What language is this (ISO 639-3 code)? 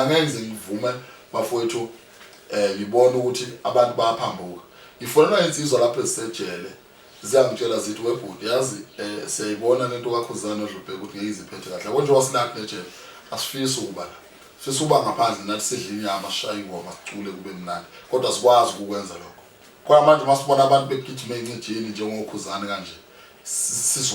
zul